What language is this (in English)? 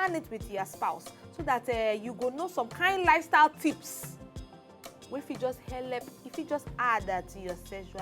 Nigerian Pidgin